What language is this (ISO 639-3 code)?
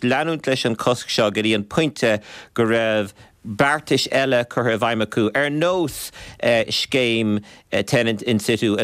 gle